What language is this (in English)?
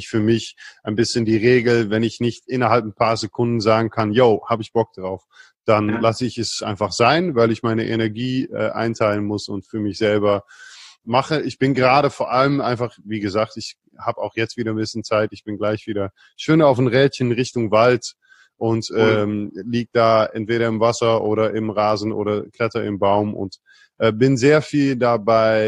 German